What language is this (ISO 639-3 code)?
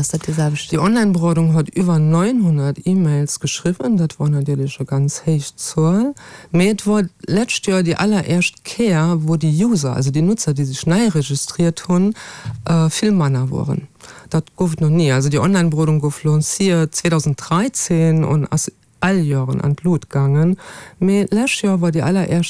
ltz